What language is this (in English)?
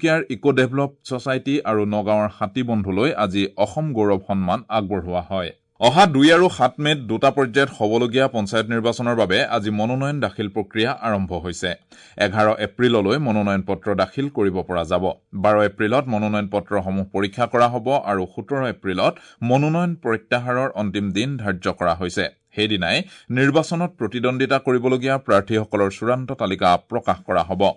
Assamese